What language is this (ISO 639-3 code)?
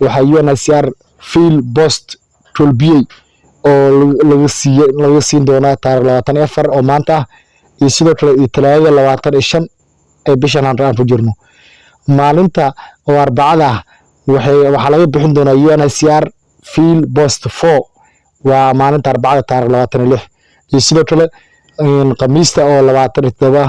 som